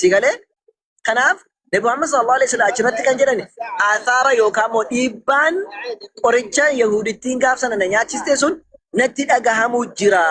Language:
Oromo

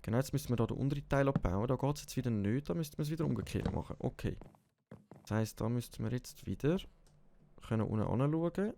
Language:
Swiss German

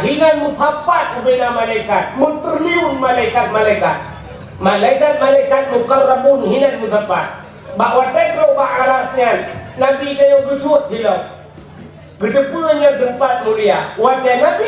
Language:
Achinese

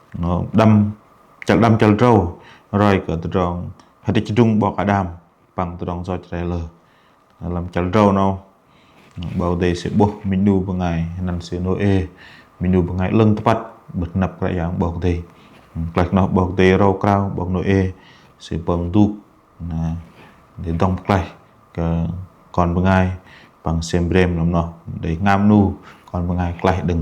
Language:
Bahnar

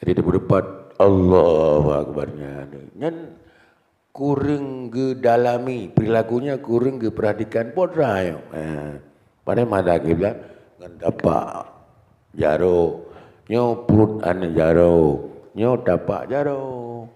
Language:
Achinese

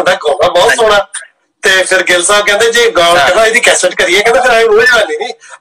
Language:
Punjabi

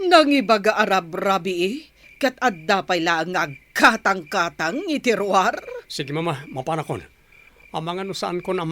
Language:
Iloko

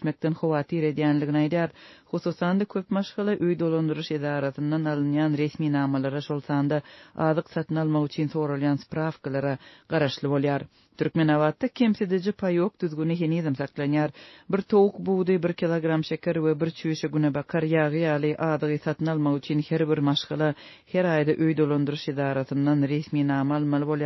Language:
Turkmen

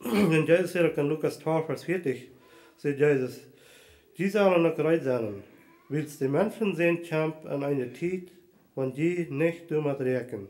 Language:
Plautdietsch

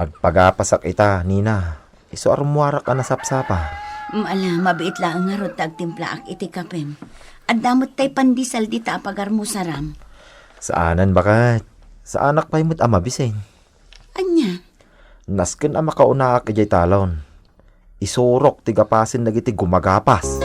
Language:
Iloko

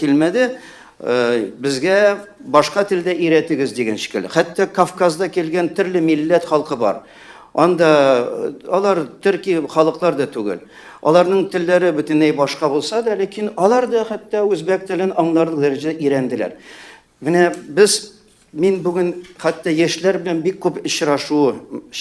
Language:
Tatar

